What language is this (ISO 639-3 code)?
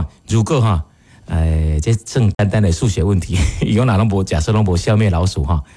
nan